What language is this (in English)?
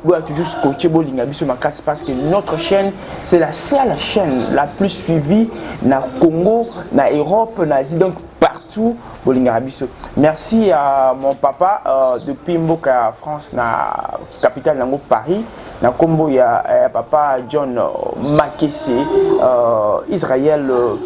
Lingala